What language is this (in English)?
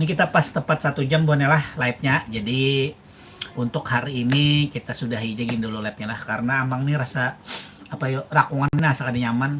Banjar